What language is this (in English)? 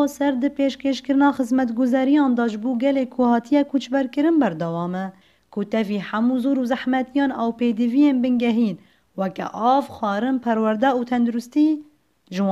Kurdish